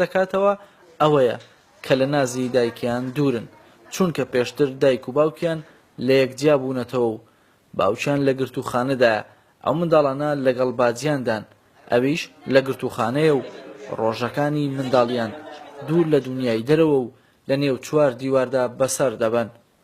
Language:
Central Kurdish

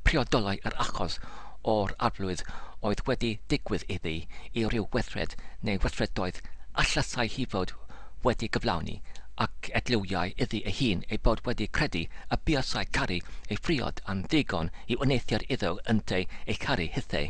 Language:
Welsh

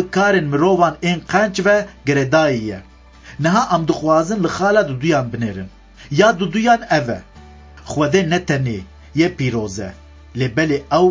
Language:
Kurdish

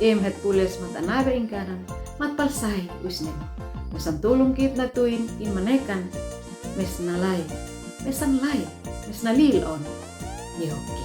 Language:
Uab Meto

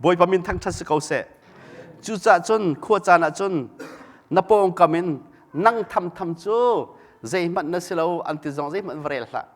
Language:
Hakha Chin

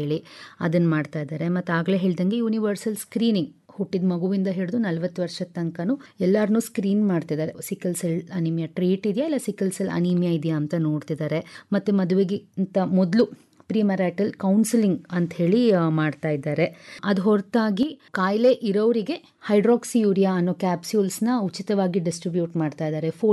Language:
Kannada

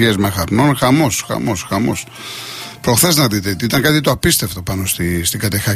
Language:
Greek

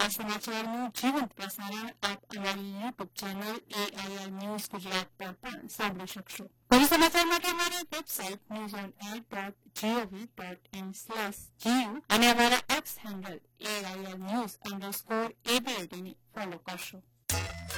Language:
Gujarati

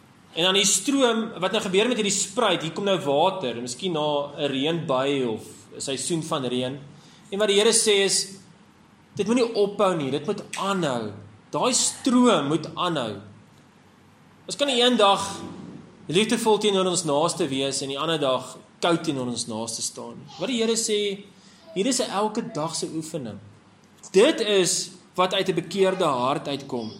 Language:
Afrikaans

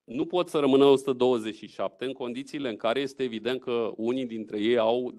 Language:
Romanian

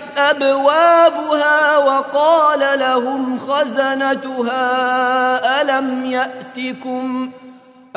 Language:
Arabic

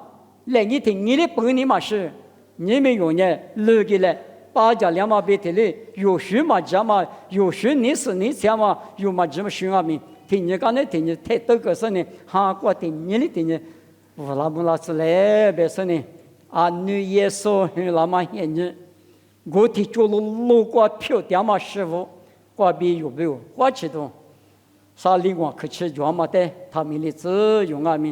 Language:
Lisu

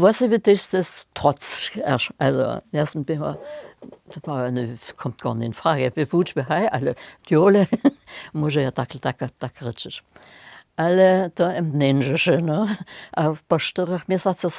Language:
Upper Sorbian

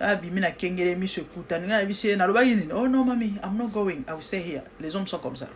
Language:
Lingala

